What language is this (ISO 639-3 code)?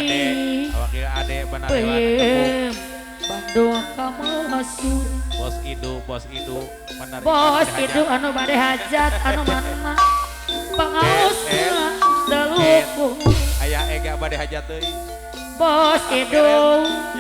sun